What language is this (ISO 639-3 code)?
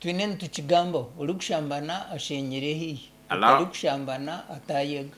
nyn